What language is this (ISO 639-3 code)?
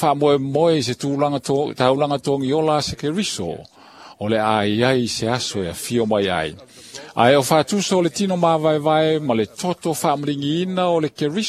smo